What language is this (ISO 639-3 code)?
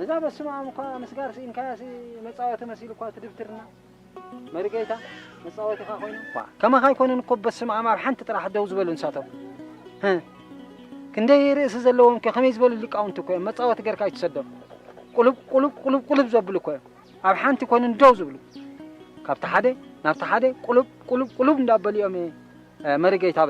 tir